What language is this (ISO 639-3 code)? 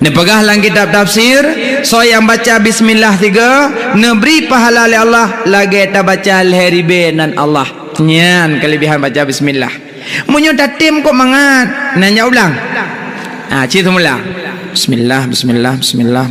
ace